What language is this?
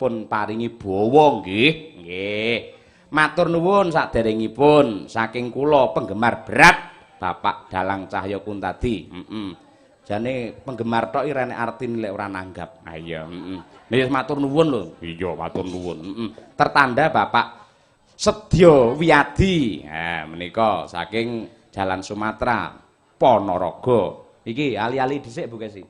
Javanese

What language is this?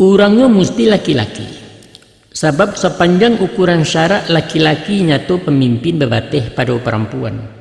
Minangkabau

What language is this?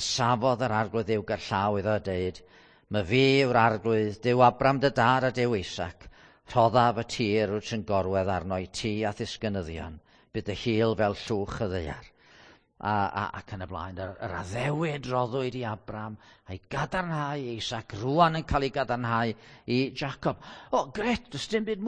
Welsh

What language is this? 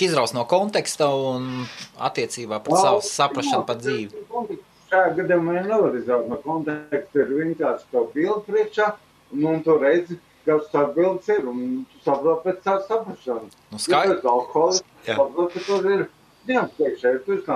Latvian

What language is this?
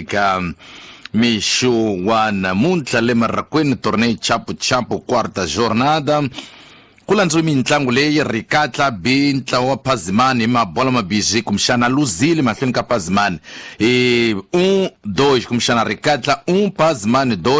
Tsonga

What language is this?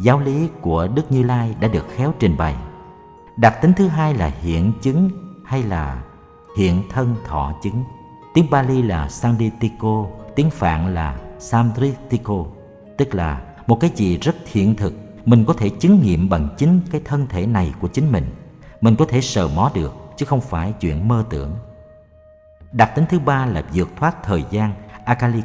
Vietnamese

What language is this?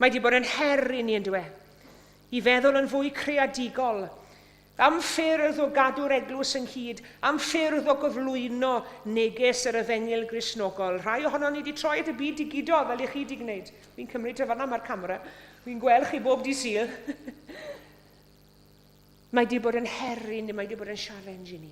Welsh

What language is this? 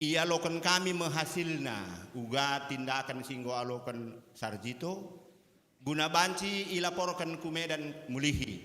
Batak Karo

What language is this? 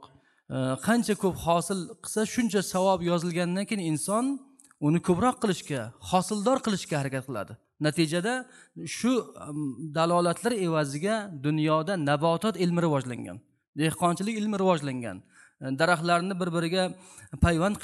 Uzbek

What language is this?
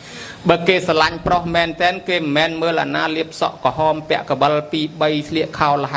Khmer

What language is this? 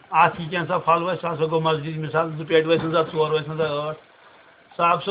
Kashmiri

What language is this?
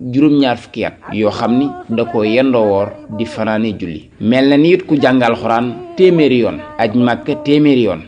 Wolof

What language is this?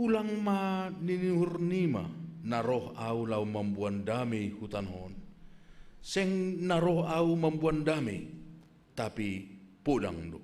Batak Simalungun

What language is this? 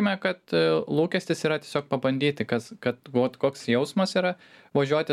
Lithuanian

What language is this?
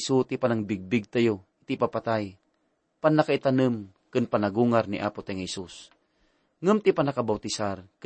Iloko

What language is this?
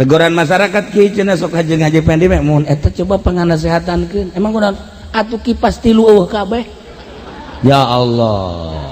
Sundanese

